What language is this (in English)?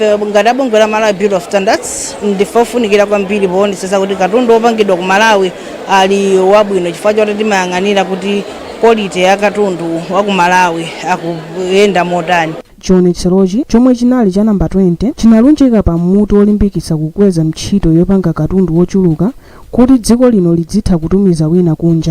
Nyanja